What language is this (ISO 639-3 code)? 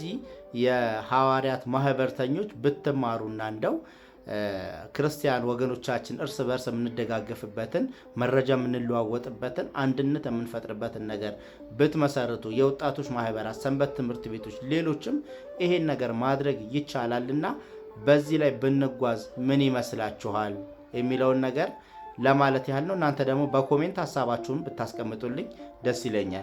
amh